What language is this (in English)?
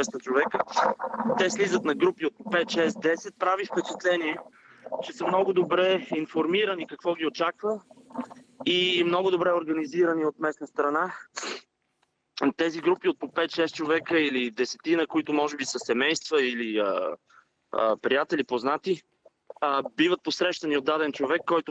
Bulgarian